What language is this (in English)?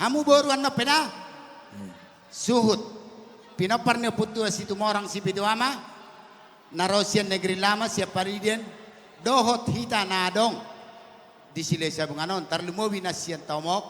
Batak Toba